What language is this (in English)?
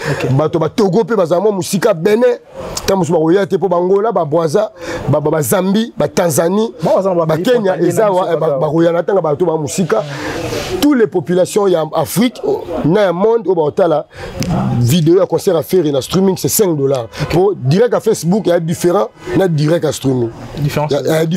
Lingala